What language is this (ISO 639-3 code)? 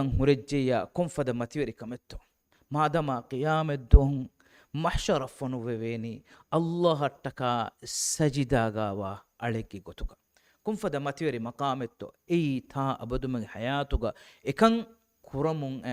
div